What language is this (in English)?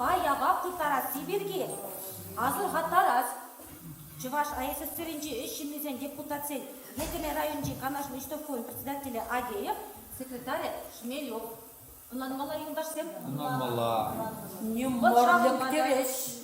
Chuvash